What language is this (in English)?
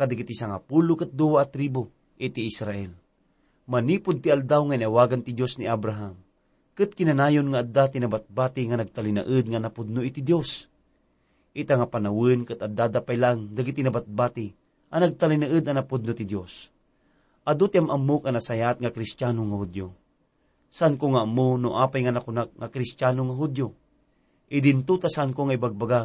Iloko